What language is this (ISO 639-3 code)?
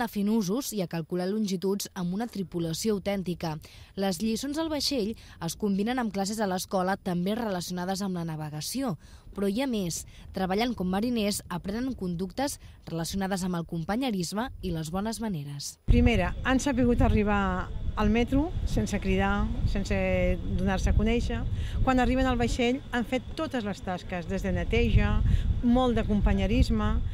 cat